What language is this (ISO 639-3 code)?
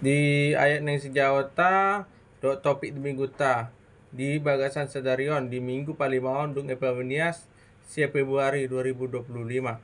bbc